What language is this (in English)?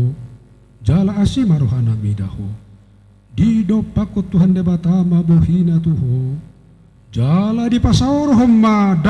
Batak Toba